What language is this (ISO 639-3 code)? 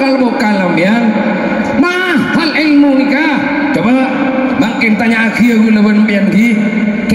mad